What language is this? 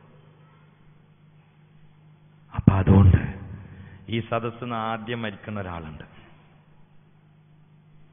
Malayalam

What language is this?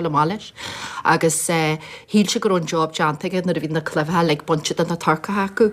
Irish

